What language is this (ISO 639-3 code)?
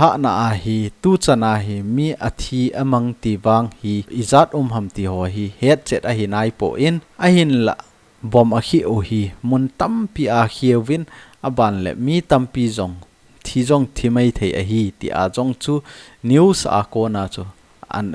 tcz